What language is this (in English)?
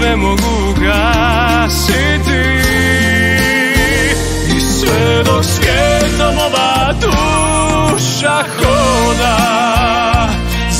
Croatian